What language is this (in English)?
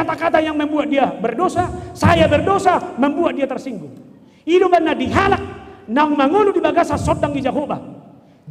Batak Toba